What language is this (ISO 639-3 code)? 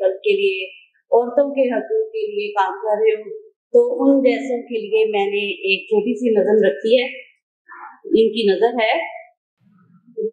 urd